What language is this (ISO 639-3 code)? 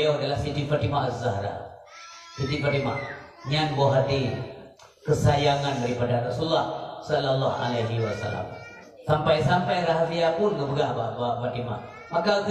ace